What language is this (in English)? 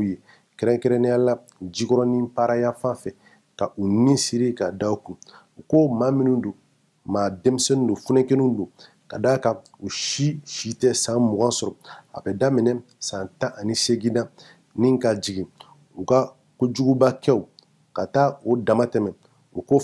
Bambara